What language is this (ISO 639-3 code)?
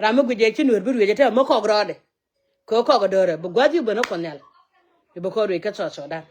nus